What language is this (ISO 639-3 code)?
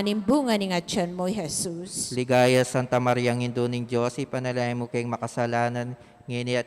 pam